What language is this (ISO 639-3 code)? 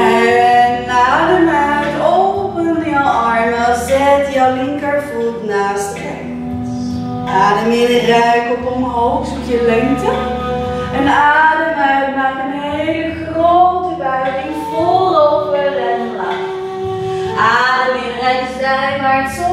nld